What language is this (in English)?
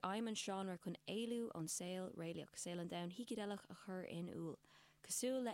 Irish